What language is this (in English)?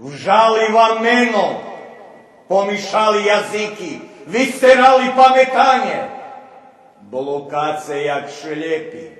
Rusyn